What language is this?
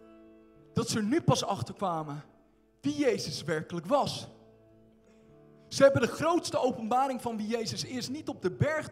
Dutch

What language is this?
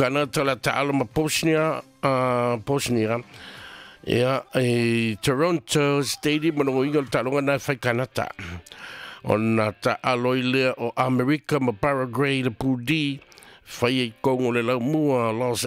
Samoan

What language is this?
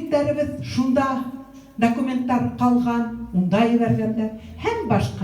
Bashkir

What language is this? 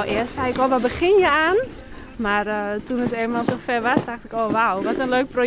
Western Frisian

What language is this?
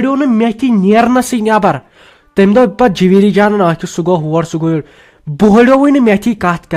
Kashmiri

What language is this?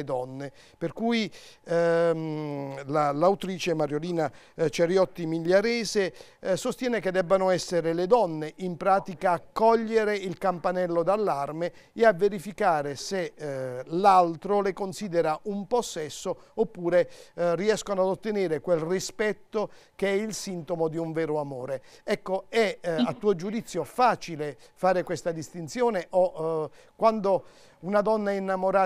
Italian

